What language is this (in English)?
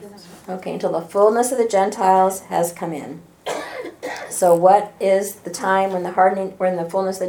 English